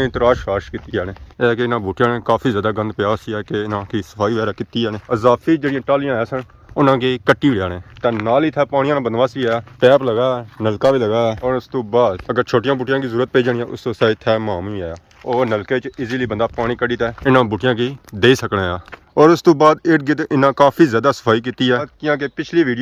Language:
Pahari-Potwari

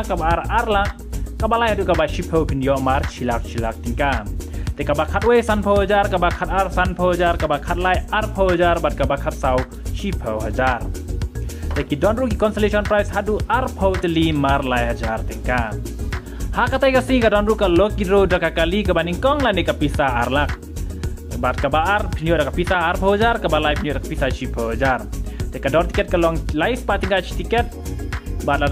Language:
Khasi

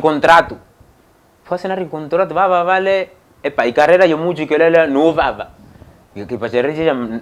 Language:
Makhuwa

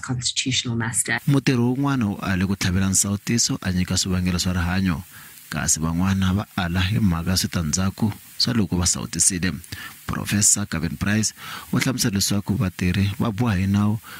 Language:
Tsonga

